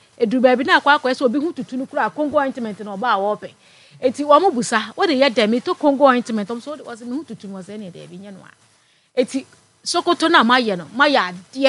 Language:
Akan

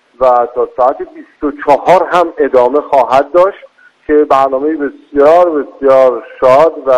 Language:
Persian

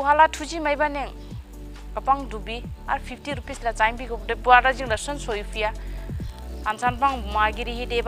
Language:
Dimasa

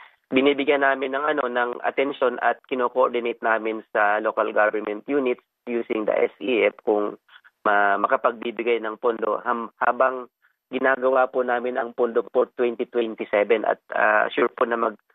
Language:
Filipino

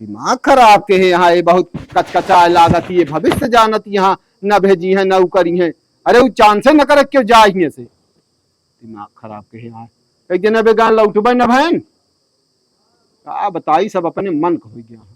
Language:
Awadhi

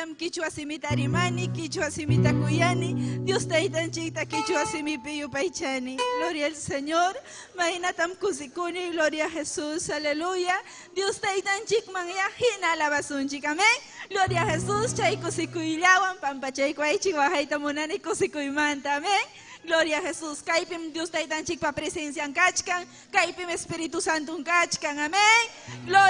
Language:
Ayacucho Quechua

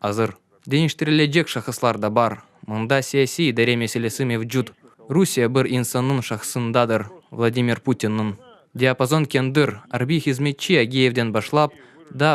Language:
Crimean Tatar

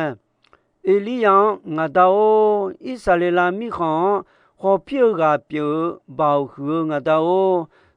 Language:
Akha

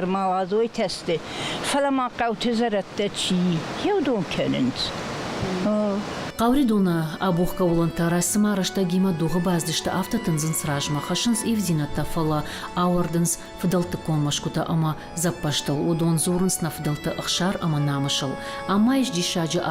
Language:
Ossetic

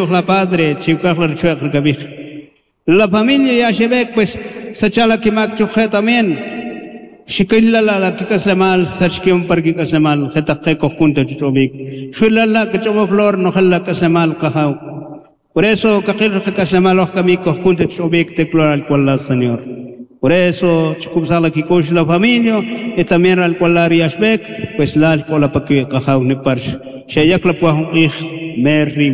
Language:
Kaqchikel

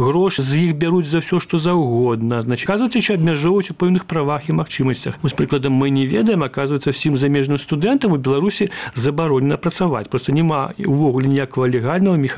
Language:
Belarusian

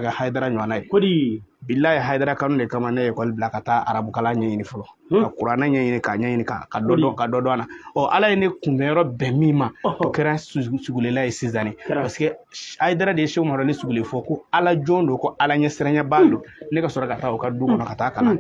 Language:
Bambara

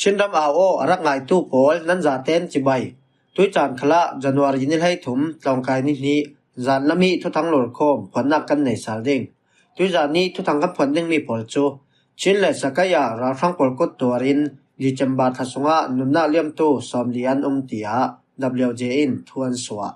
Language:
Falam Chin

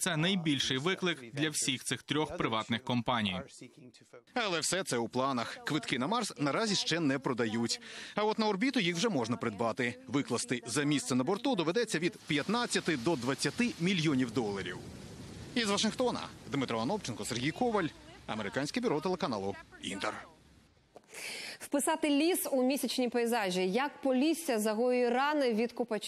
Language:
Ukrainian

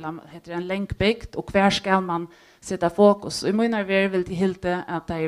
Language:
Faroese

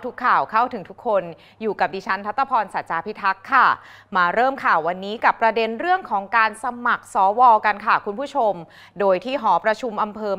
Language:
Thai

